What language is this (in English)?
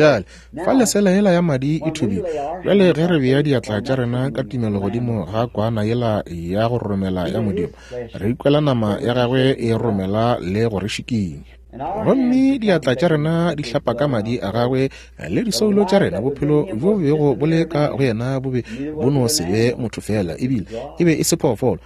Northern Sotho